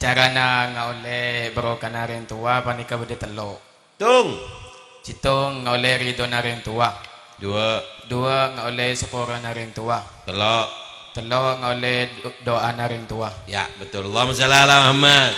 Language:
Madurese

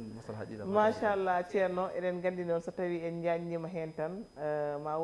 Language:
Fula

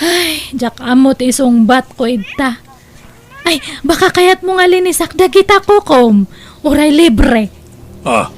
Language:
Iloko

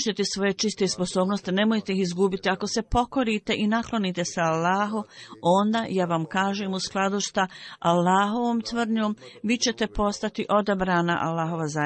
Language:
Bosnian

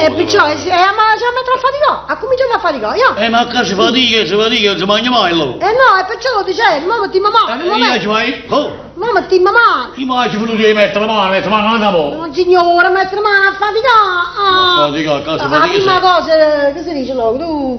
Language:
Neapolitan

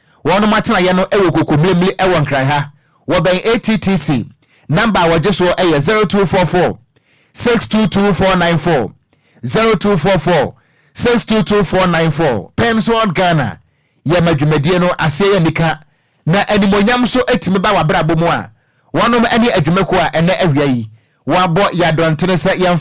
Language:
Akan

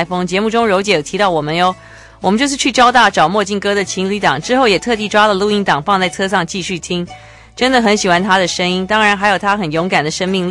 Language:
Chinese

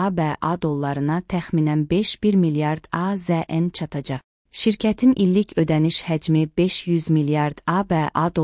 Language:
Azerbaijani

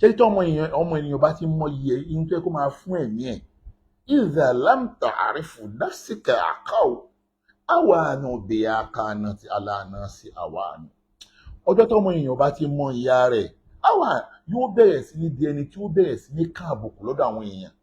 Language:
Yoruba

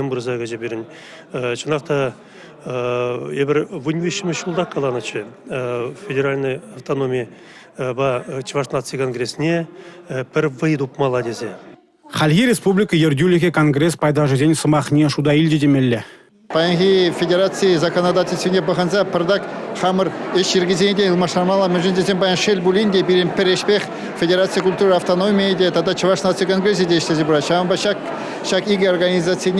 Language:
Chuvash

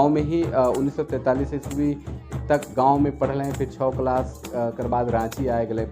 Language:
Sadri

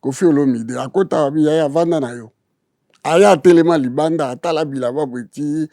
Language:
Lingala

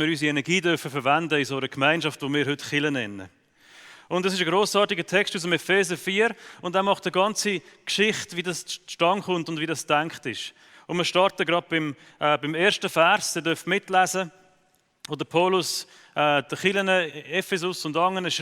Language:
Swiss German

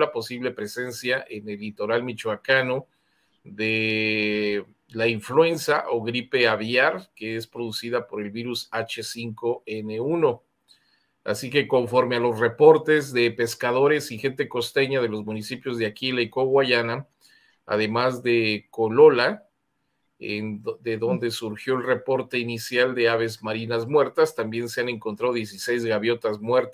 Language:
Spanish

